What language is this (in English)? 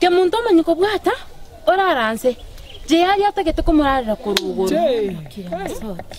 Gusii